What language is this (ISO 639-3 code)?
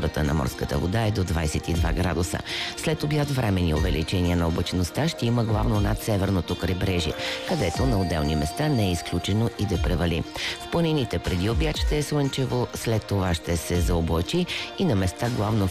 bul